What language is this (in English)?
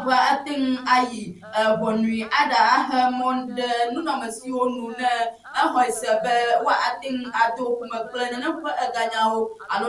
Ewe